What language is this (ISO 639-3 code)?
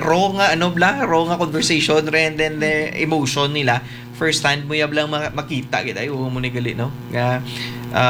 hil